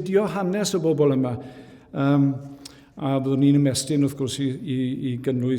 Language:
Welsh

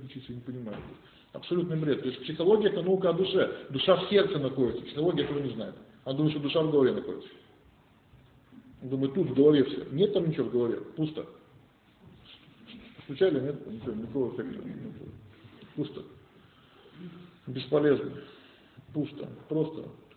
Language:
Russian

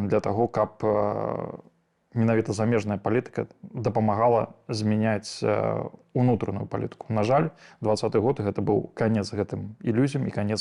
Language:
Belarusian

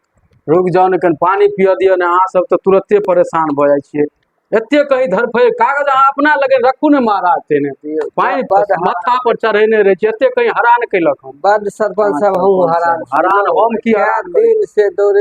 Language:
Maithili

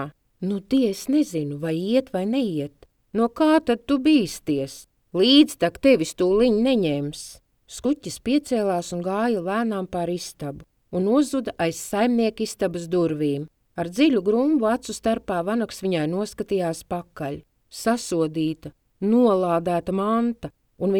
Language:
Latvian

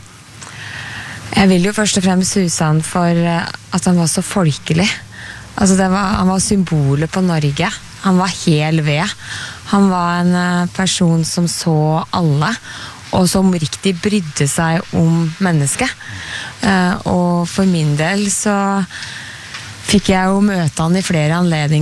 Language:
Norwegian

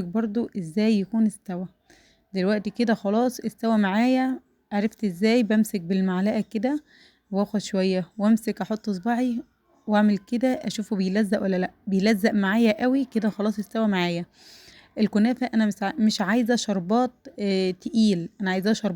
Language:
Egyptian Arabic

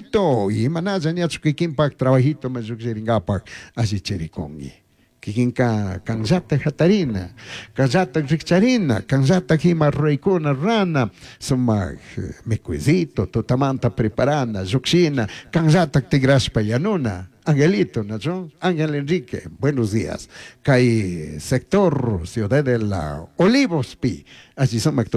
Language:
Chimborazo Highland Quichua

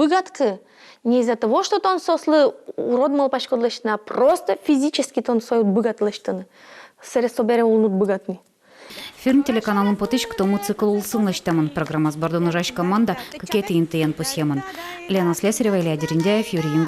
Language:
Udmurt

